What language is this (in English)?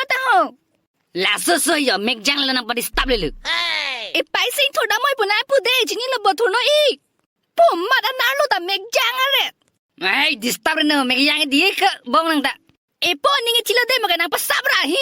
Karbi